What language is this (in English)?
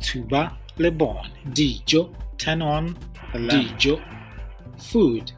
Tswana